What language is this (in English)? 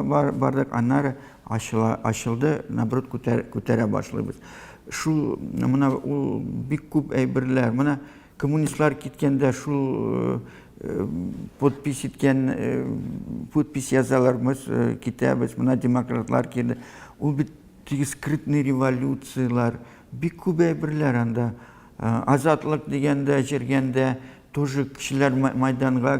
Tatar